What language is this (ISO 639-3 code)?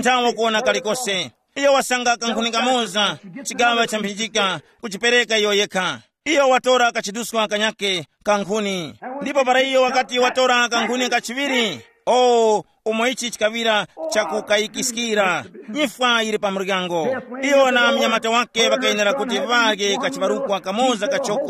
tum